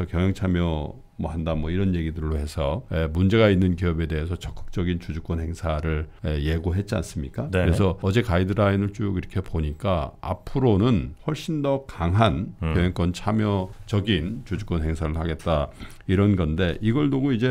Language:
Korean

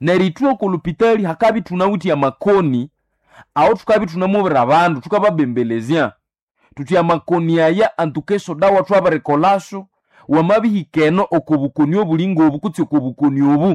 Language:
Nande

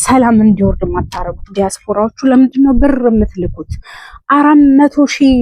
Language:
Amharic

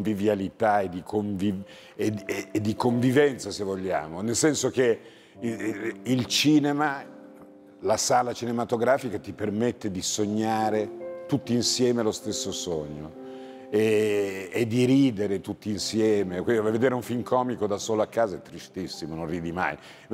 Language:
Italian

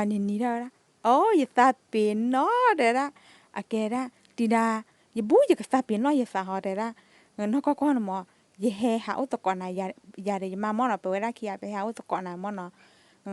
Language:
S'gaw Karen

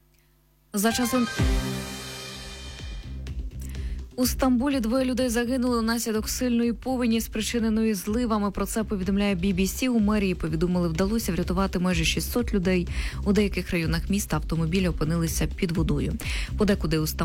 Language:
Ukrainian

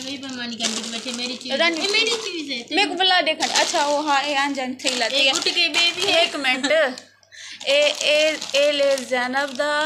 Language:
Saraiki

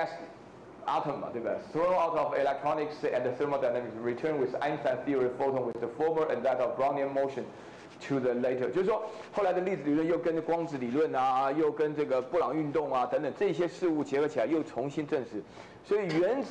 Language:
Chinese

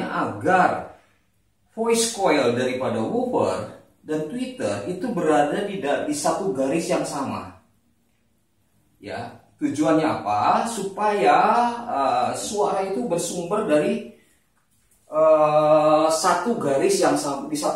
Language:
Indonesian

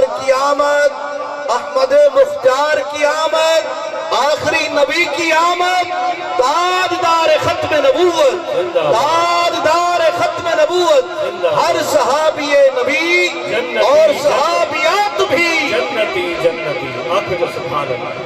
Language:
Saraiki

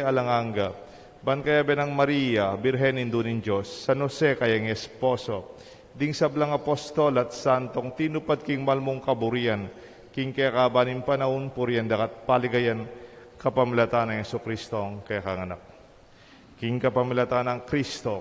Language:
Pampanga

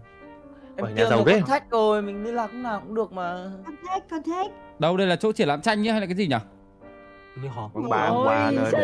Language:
Vietnamese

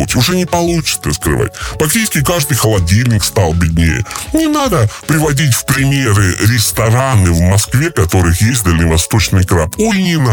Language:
Russian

